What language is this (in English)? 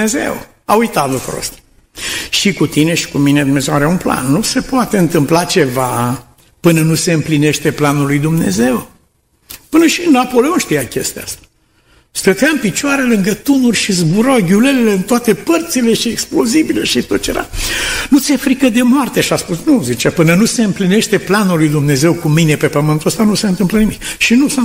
Romanian